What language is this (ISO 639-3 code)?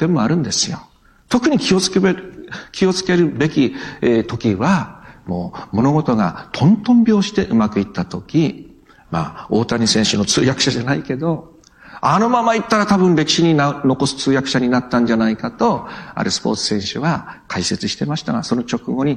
jpn